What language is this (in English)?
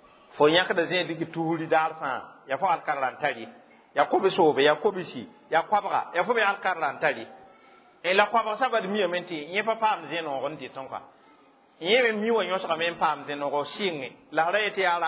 Mossi